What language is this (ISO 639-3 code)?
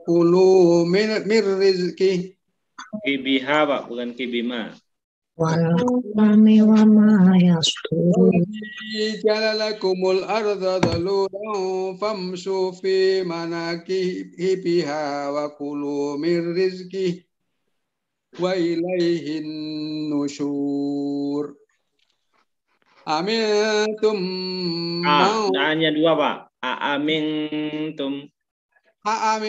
ind